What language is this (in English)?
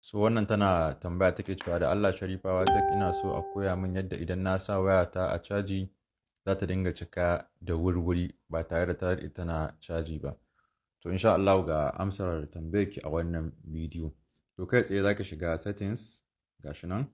Hausa